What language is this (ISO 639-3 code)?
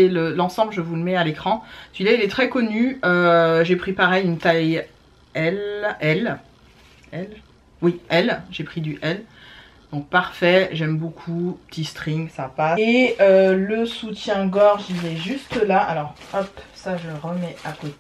fra